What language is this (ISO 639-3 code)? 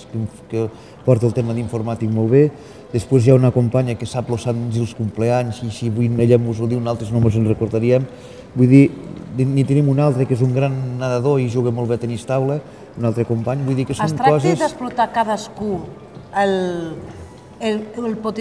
cat